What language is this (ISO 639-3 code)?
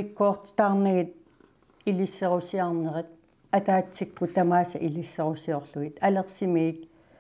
kal